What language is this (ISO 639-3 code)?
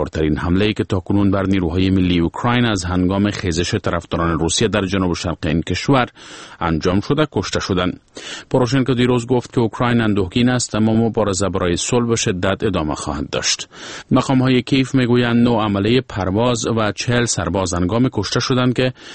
fas